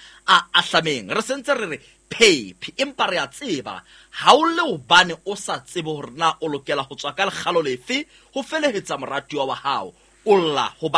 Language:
Southern Sotho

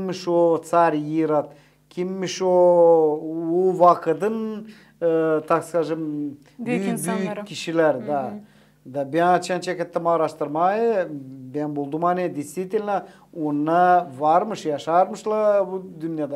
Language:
Gagauz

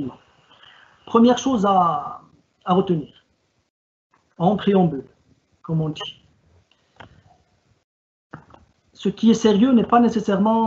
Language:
French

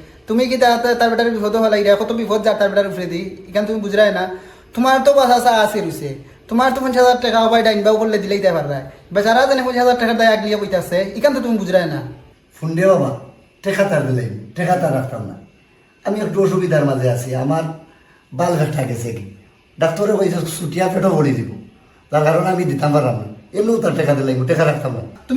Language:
Sylheti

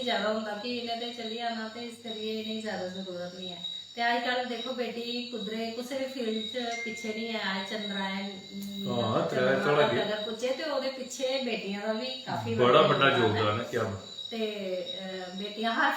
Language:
Dogri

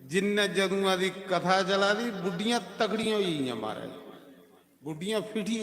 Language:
Dogri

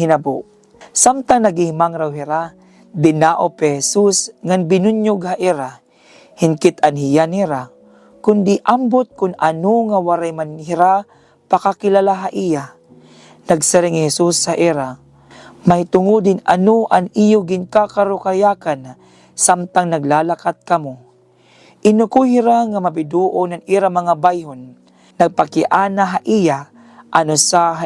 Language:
Waray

